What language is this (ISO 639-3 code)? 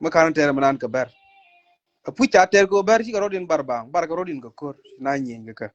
nus